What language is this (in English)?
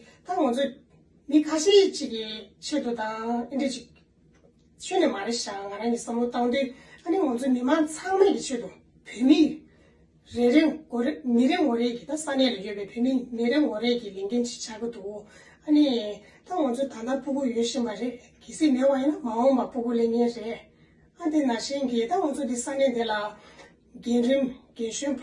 Tibetan